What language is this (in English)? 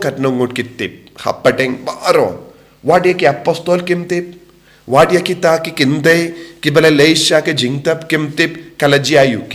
Khasi